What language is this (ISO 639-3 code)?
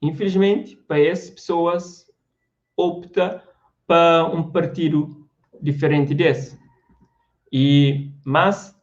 kea